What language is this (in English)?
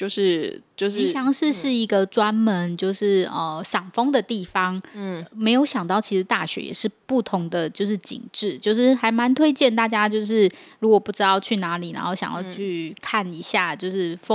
Chinese